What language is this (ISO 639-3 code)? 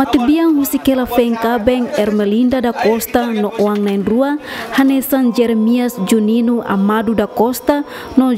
tet